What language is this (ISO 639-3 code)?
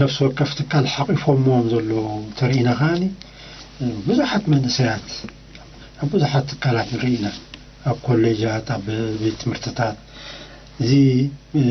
tir